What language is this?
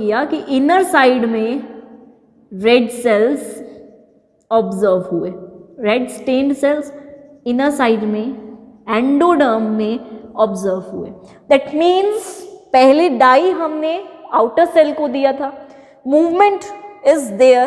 Hindi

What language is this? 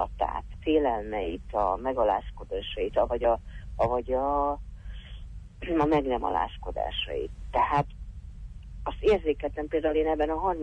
Hungarian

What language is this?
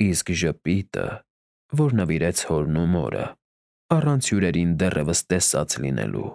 Armenian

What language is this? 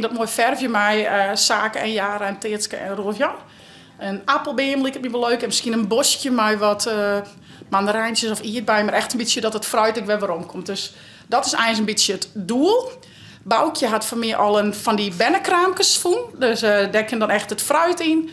Western Frisian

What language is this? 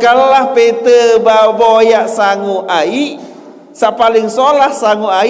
Sasak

